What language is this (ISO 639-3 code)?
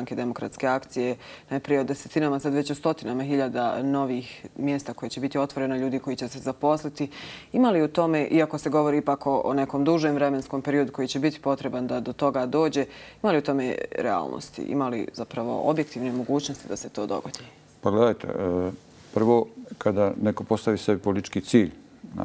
bos